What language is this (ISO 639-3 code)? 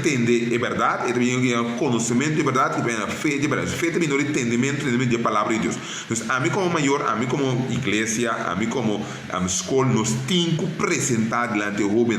pap